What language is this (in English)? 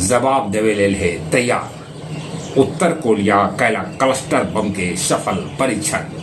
Magahi